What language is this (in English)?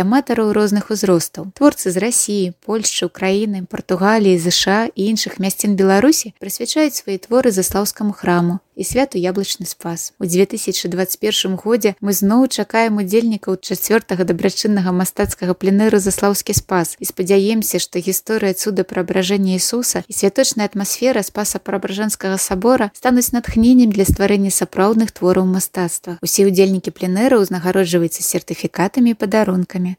Belarusian